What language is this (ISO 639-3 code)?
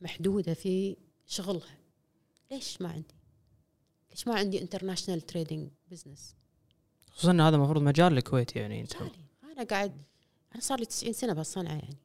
afb